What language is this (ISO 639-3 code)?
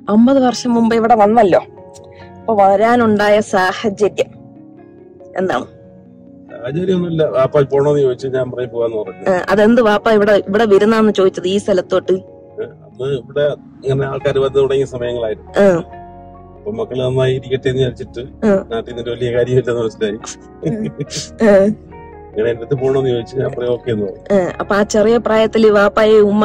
mal